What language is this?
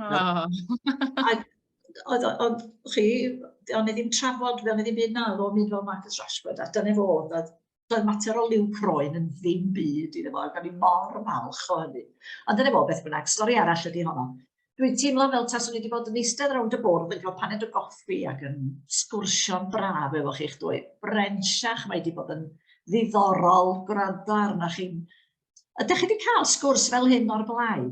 Welsh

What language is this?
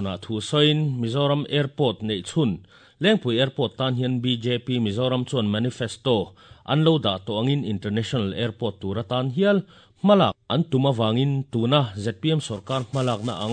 Mizo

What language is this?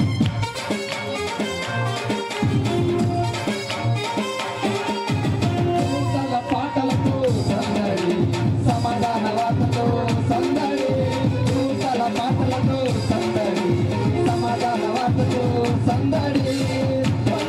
Telugu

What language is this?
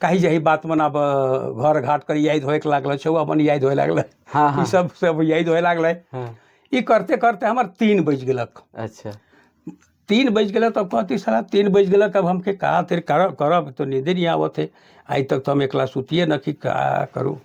Sadri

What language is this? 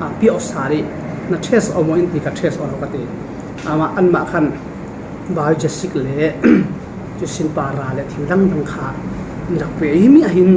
Falam Chin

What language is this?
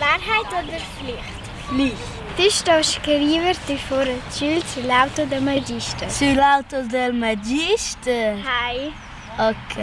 Romansh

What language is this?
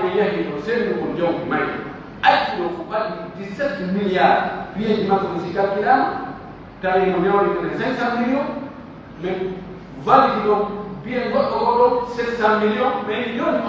Pular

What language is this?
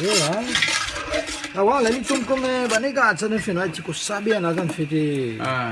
Réunion Creole French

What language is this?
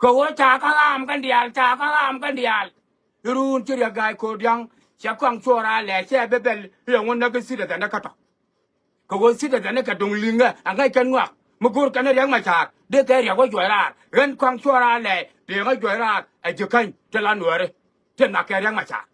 Nuer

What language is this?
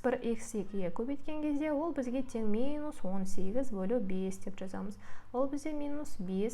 Kazakh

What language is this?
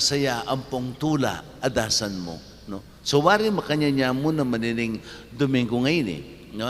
Pampanga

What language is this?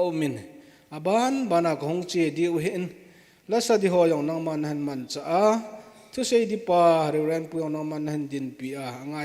Thado Chin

